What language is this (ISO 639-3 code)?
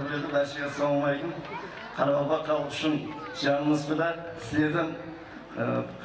kaa